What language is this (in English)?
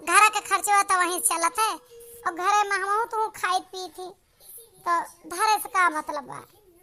Awadhi